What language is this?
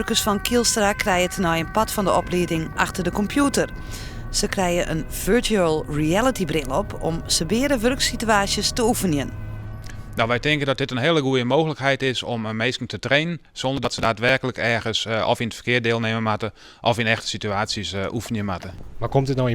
Western Frisian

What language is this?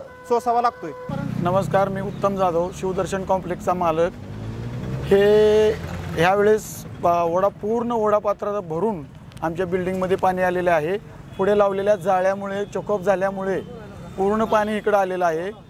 Marathi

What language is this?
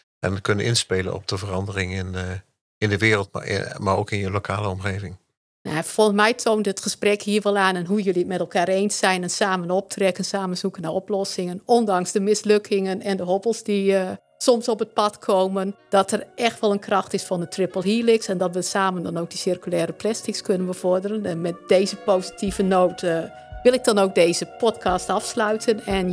Dutch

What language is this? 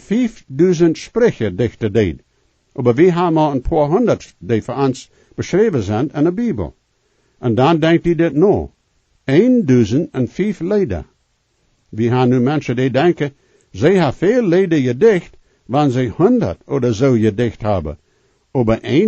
Plautdietsch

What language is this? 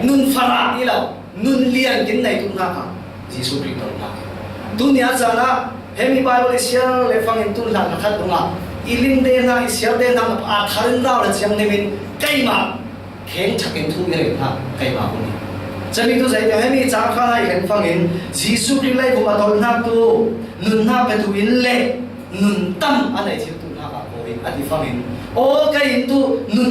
Falam Chin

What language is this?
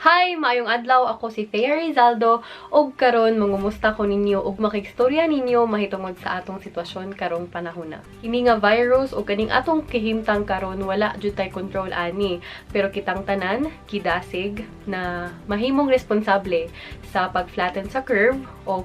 Cebuano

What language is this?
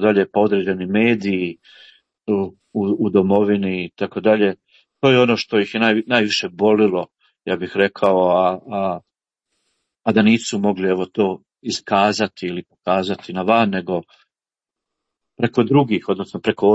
Croatian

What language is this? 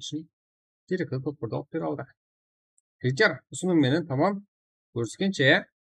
Kara-Kalpak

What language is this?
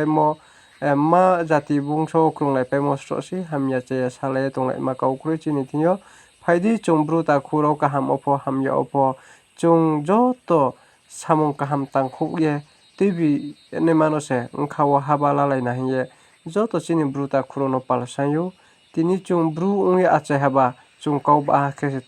Riang (India)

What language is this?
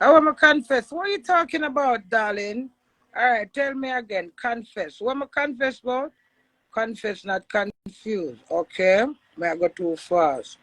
Jamaican Creole English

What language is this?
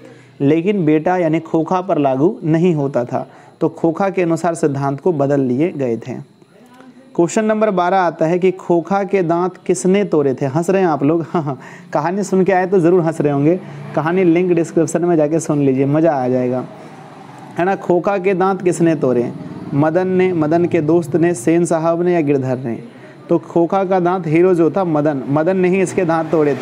Hindi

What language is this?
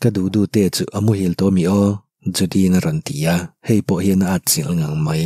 Mizo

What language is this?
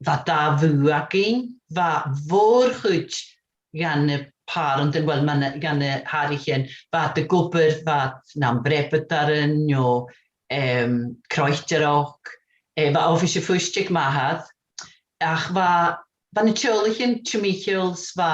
Scottish Gaelic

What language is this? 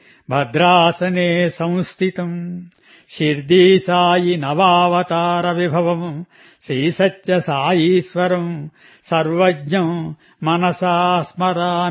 Telugu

